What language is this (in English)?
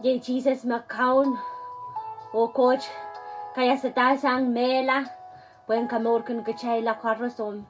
Pohnpeian